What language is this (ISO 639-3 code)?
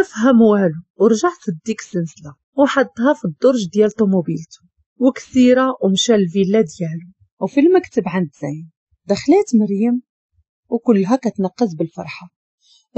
ary